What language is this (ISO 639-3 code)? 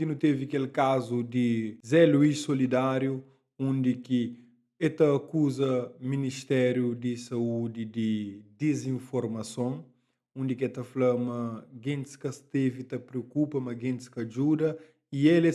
kea